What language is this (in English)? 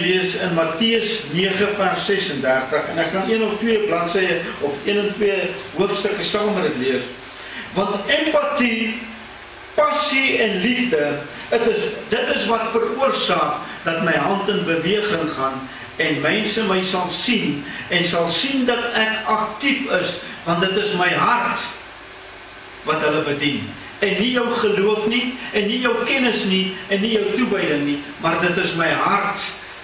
Afrikaans